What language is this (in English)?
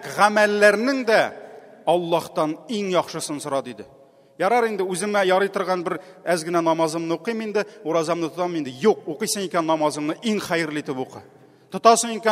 Tatar